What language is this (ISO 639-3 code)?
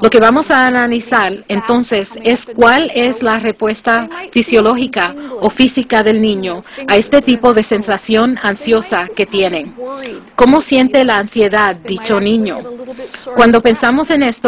spa